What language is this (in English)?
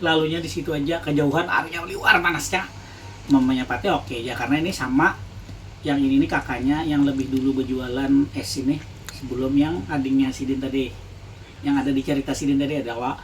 Banjar